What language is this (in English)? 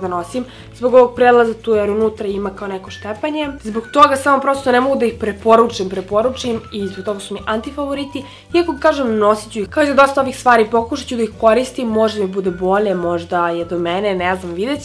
Serbian